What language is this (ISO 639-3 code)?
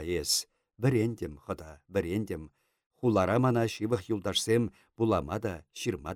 chv